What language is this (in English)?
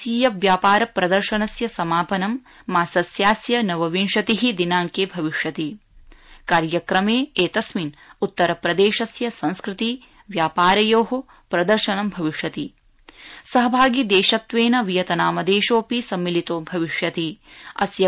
Sanskrit